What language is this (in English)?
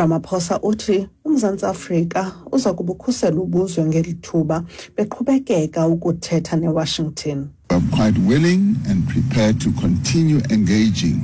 Xhosa